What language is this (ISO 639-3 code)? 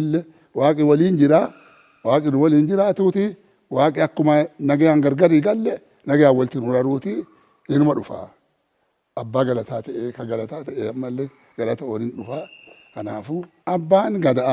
orm